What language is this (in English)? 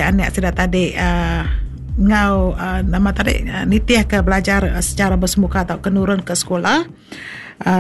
Iban